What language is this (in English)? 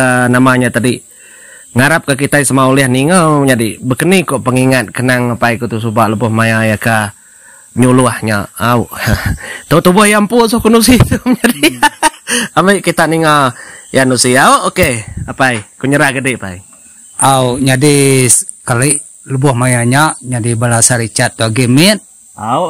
Iban